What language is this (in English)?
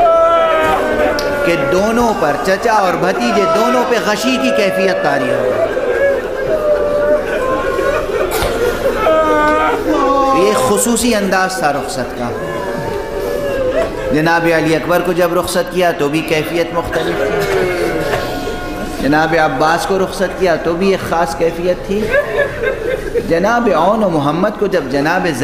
Urdu